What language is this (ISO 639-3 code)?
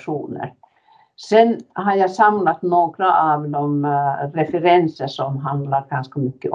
swe